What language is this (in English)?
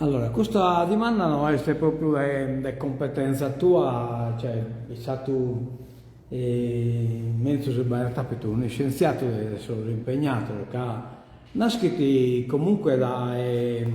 Sardinian